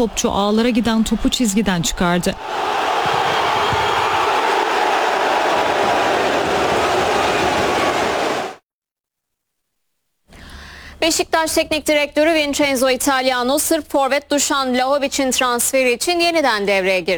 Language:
Turkish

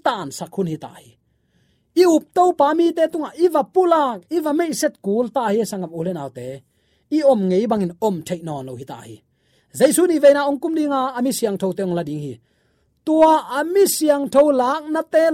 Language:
Tedim Chin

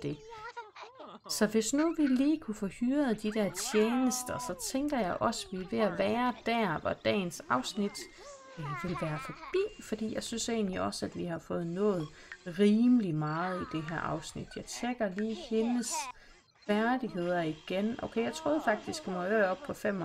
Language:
Danish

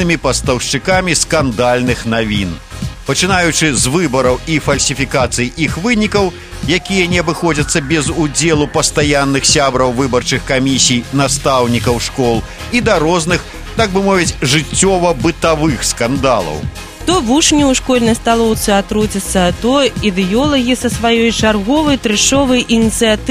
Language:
Belarusian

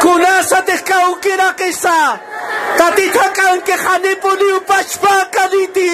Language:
Aymara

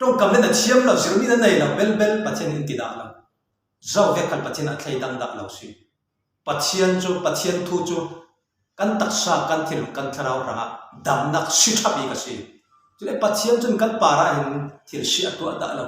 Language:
Falam Chin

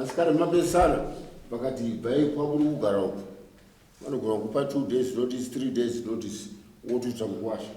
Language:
Shona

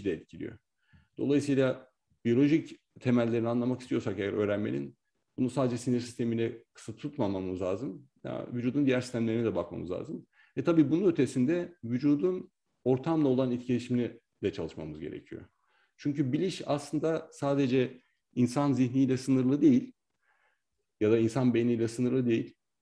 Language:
Turkish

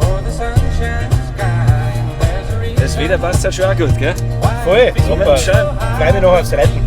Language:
Bavarian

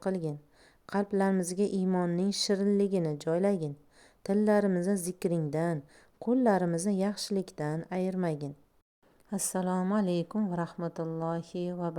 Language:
Uzbek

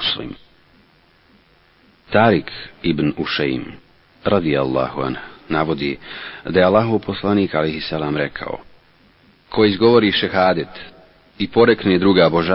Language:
Bosnian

